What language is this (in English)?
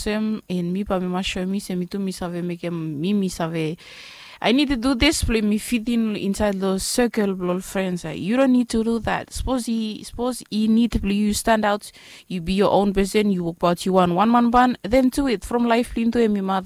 Bislama